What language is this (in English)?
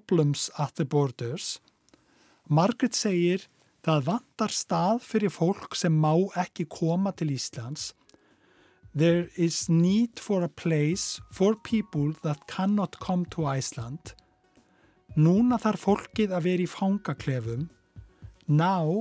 Icelandic